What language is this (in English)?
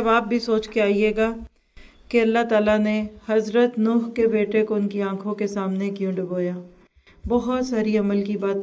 Urdu